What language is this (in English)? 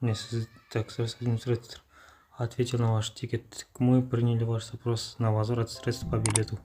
Kazakh